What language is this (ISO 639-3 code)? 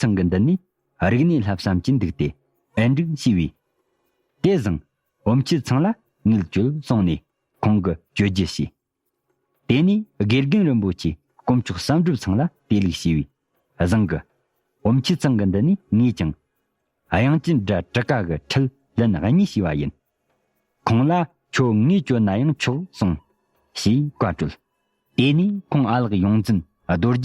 bod